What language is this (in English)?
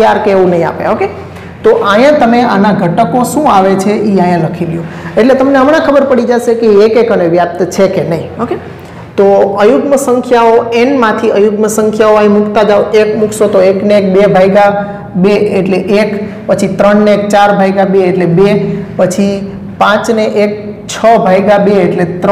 Gujarati